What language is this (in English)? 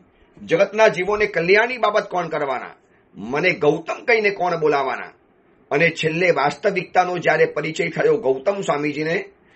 Gujarati